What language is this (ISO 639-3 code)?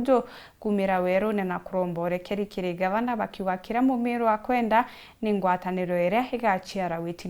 mer